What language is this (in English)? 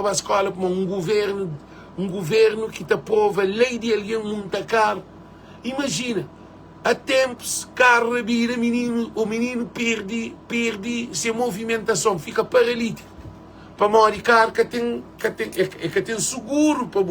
Kabuverdianu